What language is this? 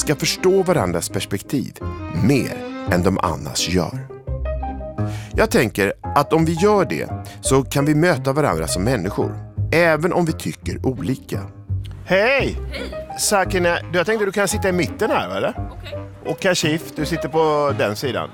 Swedish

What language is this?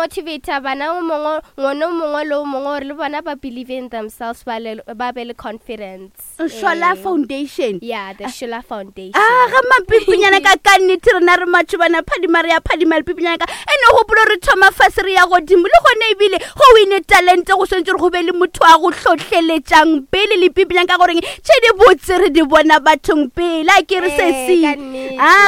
Northern Sotho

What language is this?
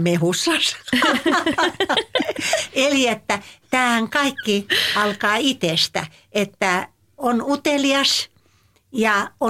Finnish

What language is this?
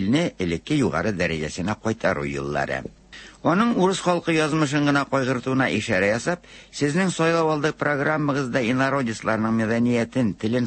Tatar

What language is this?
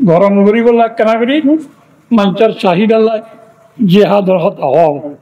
Rohingya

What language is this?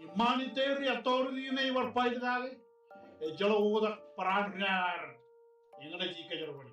Marshallese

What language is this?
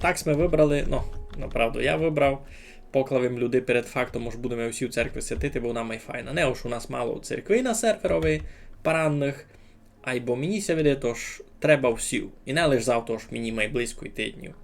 Rusyn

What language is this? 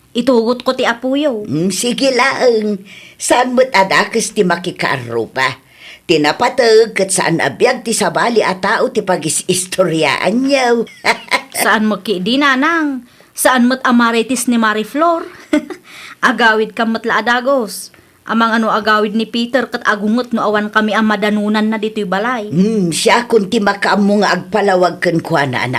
Iloko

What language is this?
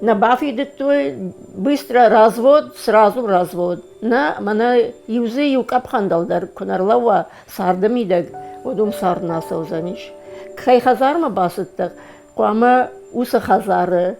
Ossetic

